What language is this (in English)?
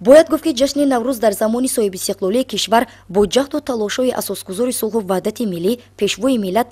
Tajik